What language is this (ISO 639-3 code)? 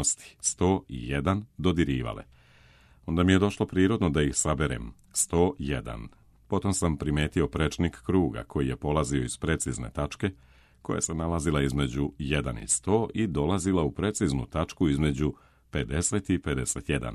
srp